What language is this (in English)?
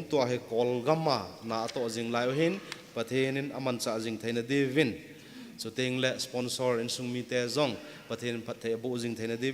Thado Chin